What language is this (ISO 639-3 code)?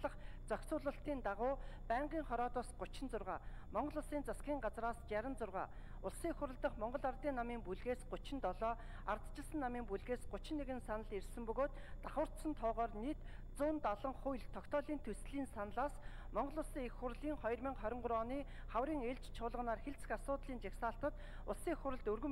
mon